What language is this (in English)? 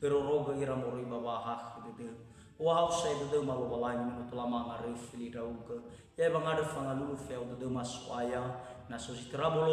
Nias